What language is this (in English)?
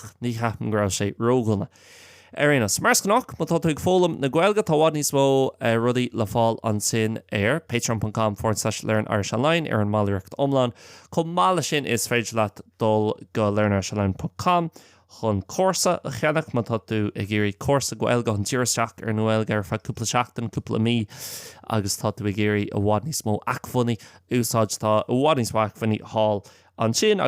Irish